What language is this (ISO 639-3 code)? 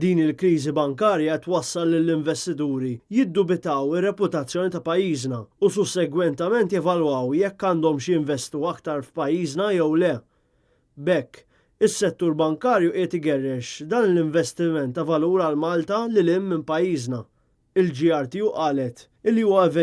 mlt